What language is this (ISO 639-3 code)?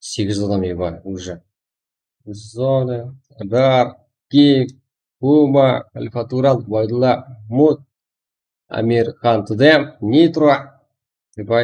kaa